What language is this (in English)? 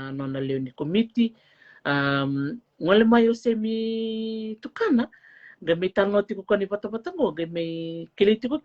Fijian